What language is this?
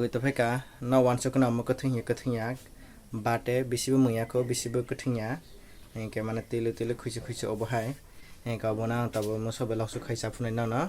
Kok Borok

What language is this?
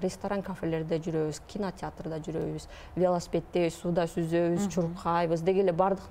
Kyrgyz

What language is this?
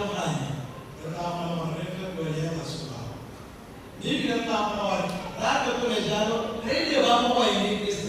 Tswana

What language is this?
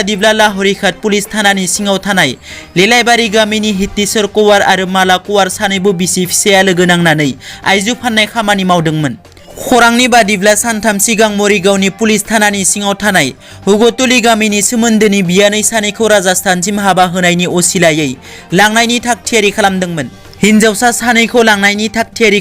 Bodo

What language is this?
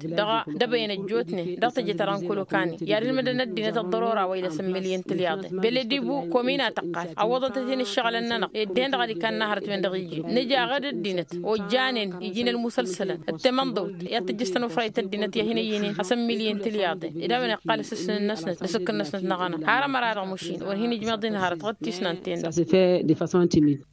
Tamasheq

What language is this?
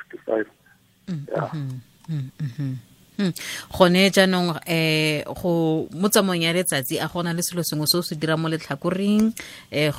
Tswana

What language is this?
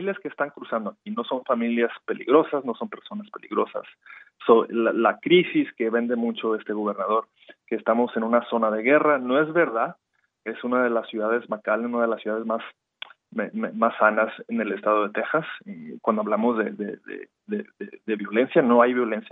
Spanish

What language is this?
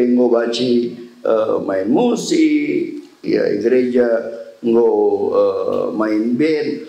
Batak Karo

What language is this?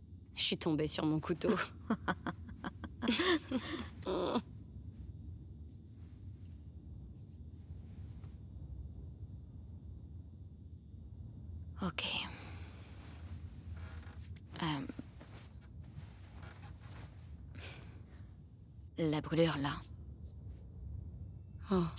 French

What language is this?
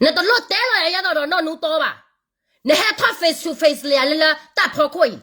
S'gaw Karen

